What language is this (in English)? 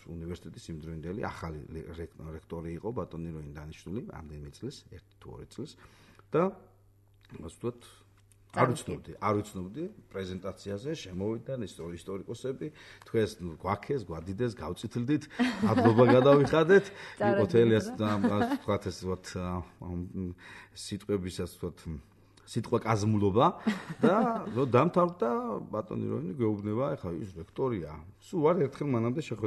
Georgian